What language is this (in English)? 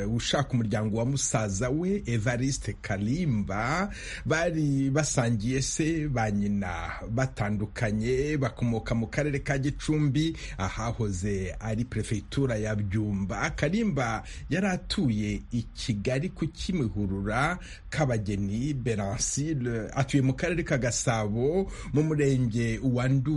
Kinyarwanda